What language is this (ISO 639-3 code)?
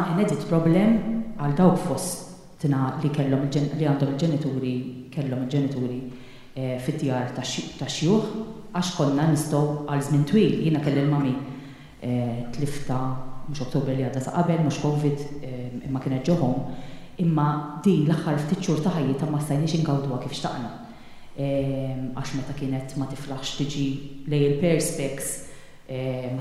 mlt